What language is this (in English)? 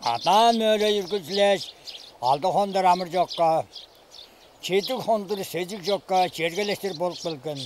Tuvinian